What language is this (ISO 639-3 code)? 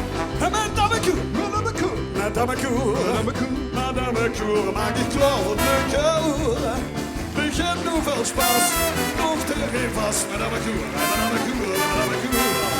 lim